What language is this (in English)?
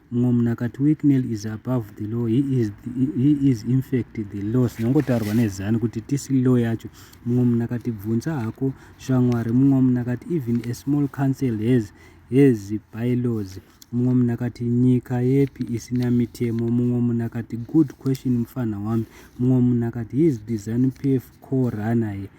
Shona